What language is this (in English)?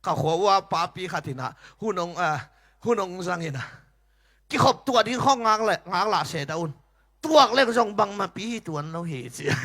Tedim Chin